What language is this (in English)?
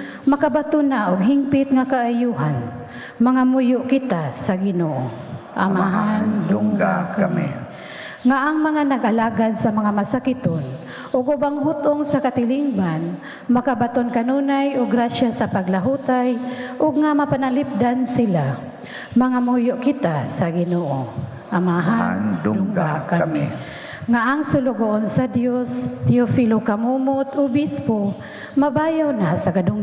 Cebuano